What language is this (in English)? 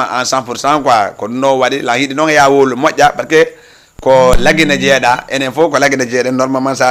Fula